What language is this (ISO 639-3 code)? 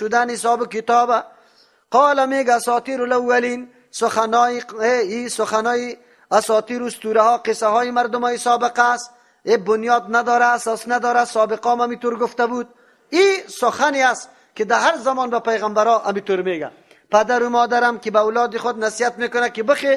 fas